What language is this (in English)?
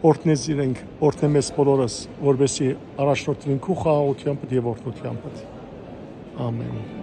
Western Armenian